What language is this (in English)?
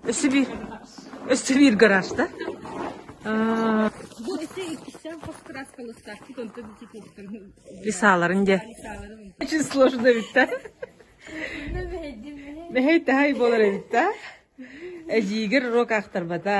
Yakut